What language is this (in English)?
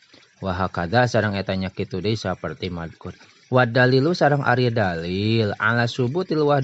Sundanese